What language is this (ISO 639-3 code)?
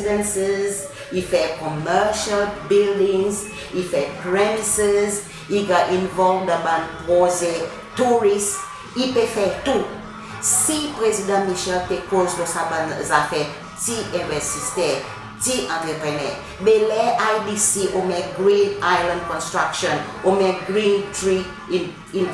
crs